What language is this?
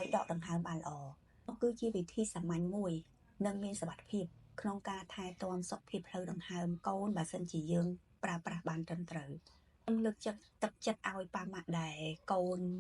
Khmer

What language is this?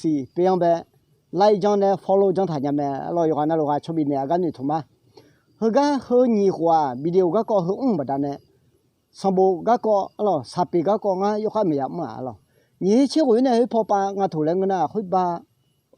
Akha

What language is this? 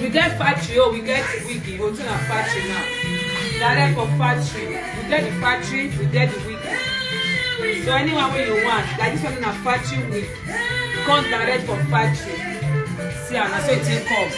Nigerian Pidgin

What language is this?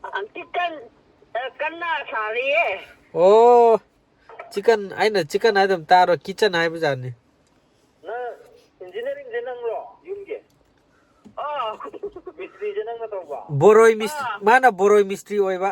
Manipuri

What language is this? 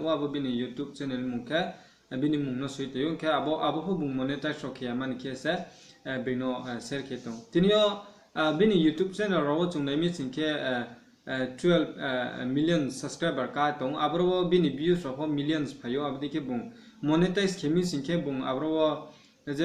Riang (India)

